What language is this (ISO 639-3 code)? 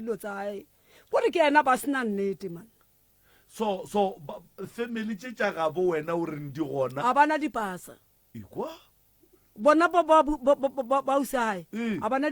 nso